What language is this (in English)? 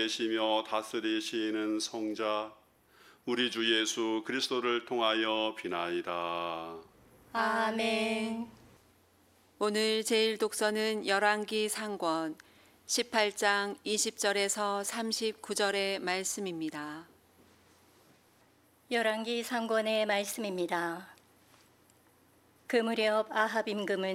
Korean